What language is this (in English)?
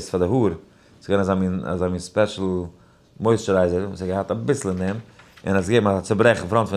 Yiddish